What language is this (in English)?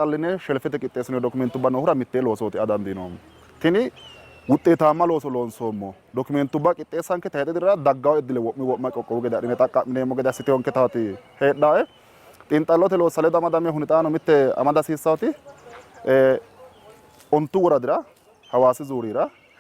Sidamo